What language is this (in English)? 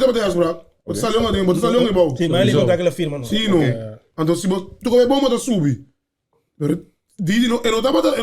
Papiamento